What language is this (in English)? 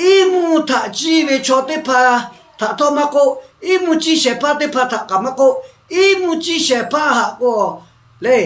Lahu